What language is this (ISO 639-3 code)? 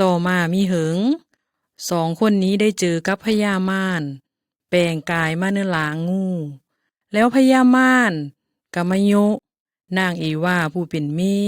lao